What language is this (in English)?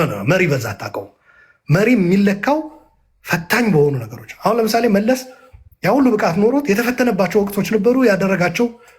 Amharic